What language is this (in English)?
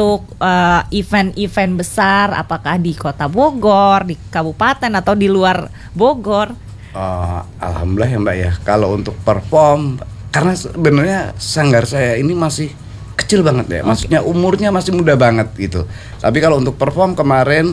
Indonesian